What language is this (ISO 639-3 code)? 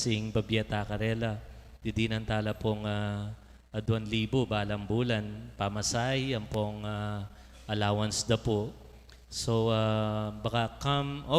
pam